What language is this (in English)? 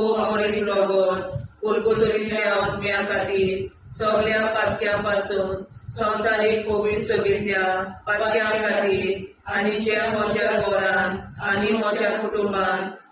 Konkani